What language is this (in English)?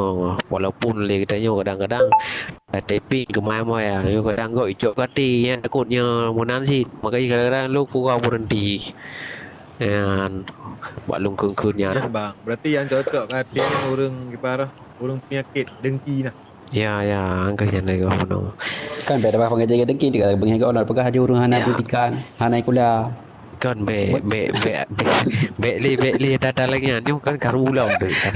Achinese